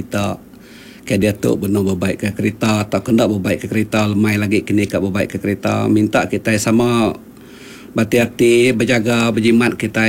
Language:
Iban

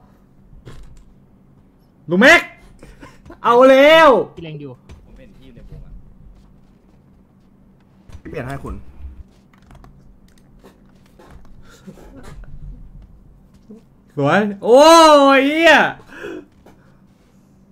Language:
Thai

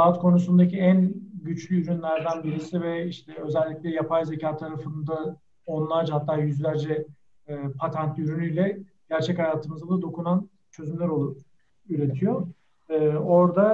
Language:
Turkish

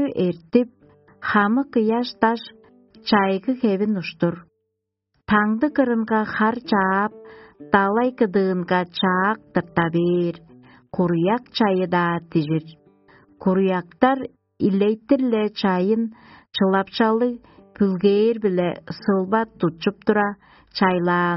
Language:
Tuvinian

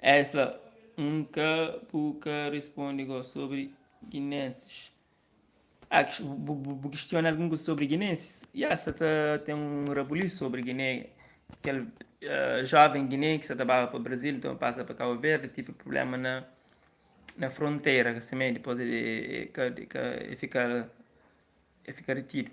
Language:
Kabuverdianu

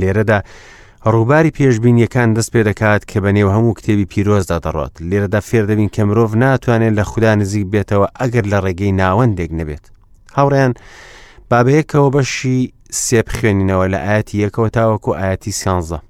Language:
Central Kurdish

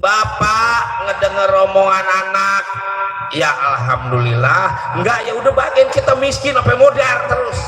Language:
Betawi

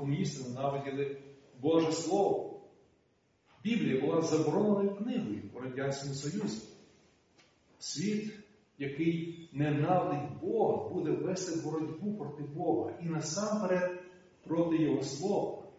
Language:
Ukrainian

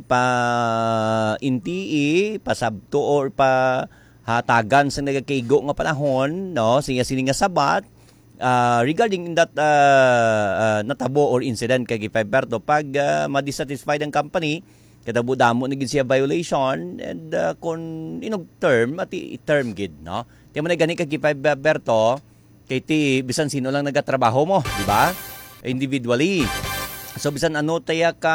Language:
Hiligaynon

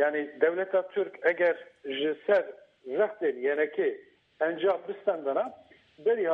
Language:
Kurdish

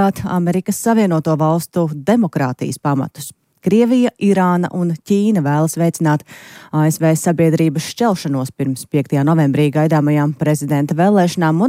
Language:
Latvian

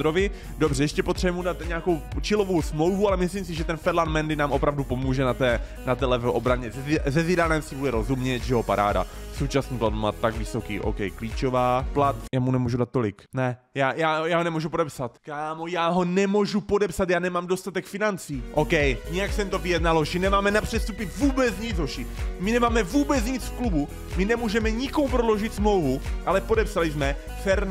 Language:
Czech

